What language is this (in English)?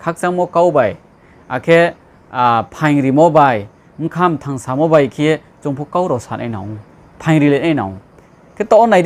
Riang (India)